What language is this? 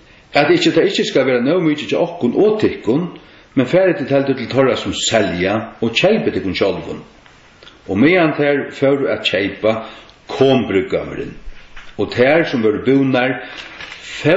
Faroese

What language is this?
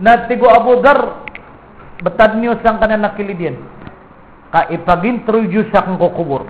Maranao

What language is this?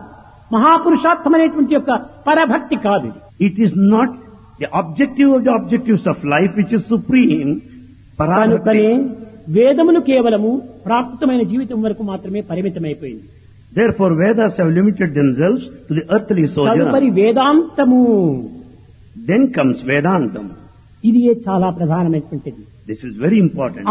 Telugu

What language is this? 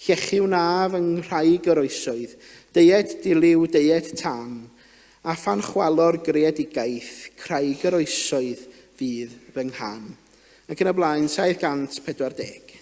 Welsh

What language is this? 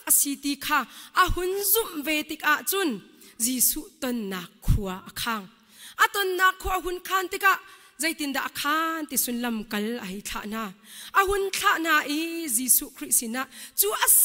Hakha Chin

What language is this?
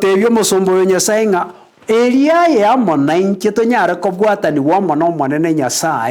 Gusii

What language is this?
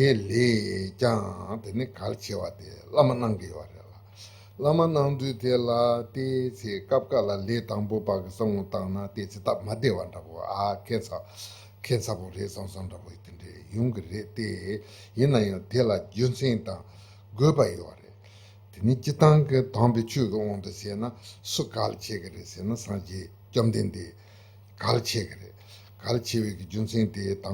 Tibetan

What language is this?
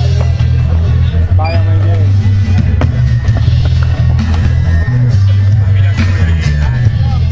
Portuguese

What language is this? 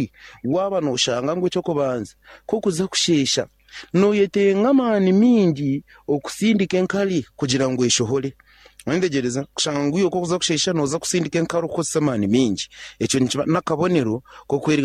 Nyankole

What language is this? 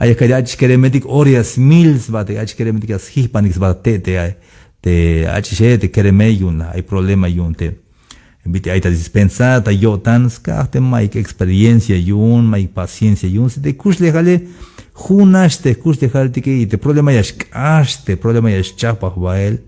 Tzeltal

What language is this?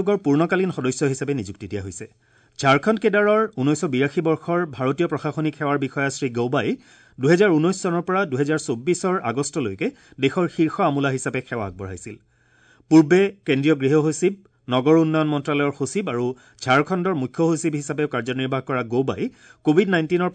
Assamese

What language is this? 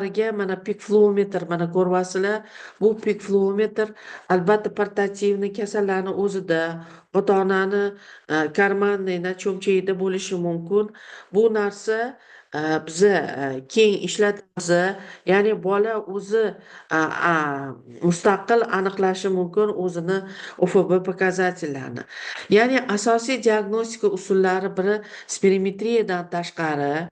Uzbek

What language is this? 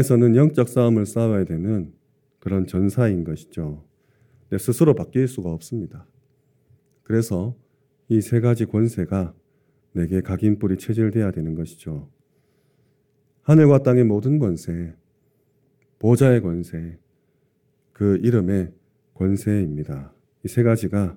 Korean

